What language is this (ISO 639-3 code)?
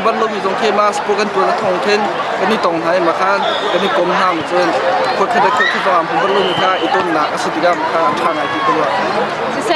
cnh